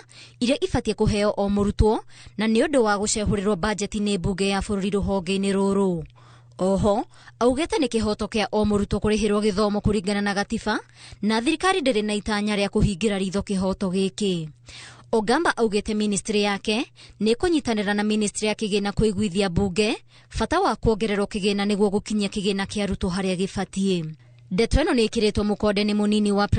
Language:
Kikuyu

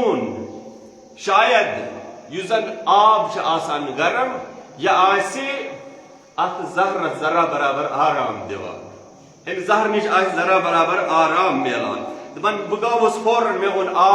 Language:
Kashmiri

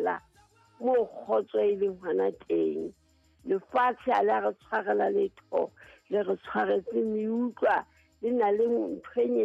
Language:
Southern Sotho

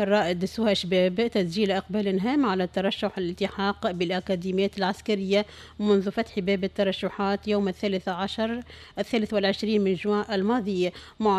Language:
Tunisian Arabic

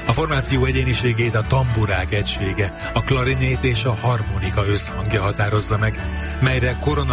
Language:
Hungarian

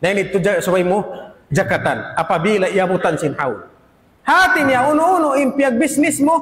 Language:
Tausug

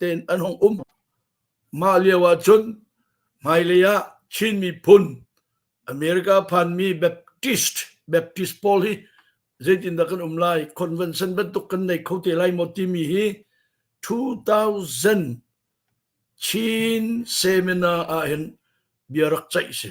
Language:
Hakha Chin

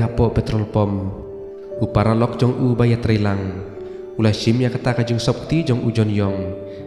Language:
Khasi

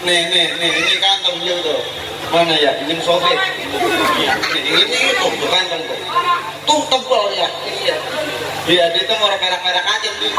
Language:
Betawi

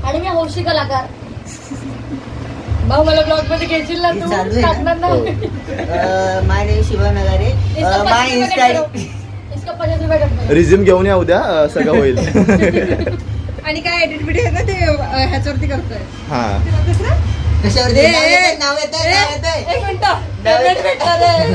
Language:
Marathi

